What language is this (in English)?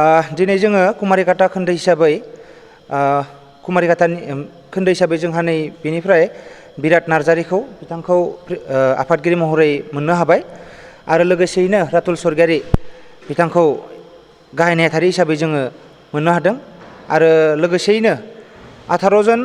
Bodo